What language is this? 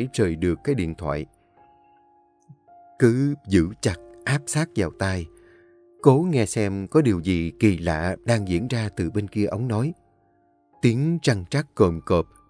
Vietnamese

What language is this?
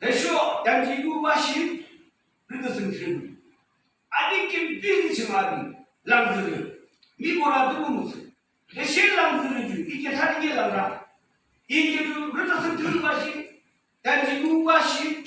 Yimchungru Naga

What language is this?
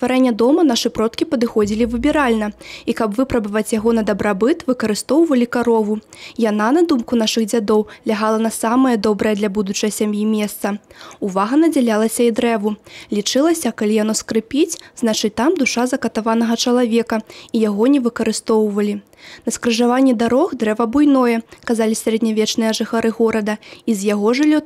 Belarusian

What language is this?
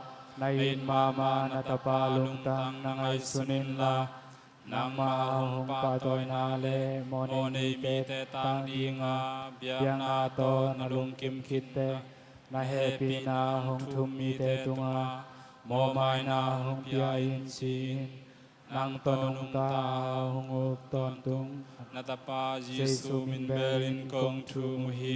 Tedim Chin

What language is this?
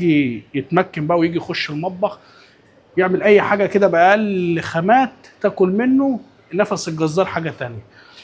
Egyptian Arabic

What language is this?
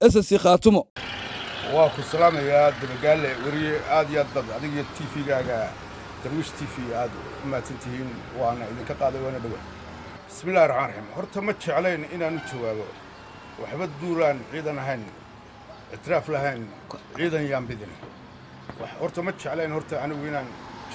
Somali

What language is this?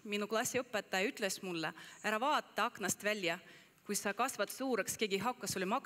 Estonian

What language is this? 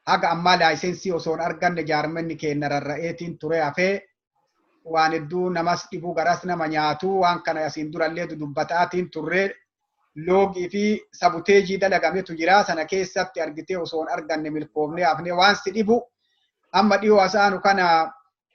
Oromo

